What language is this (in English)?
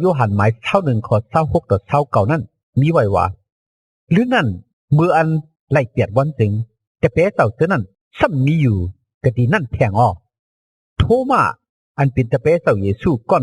Shan